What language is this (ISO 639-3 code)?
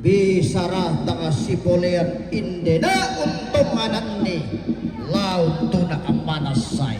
sda